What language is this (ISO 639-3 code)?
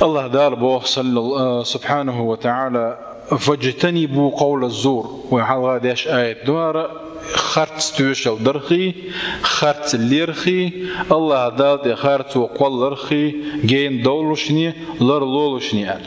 che